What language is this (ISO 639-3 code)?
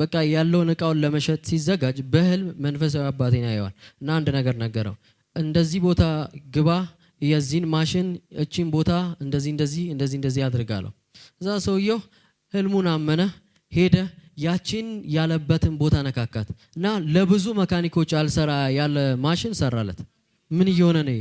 amh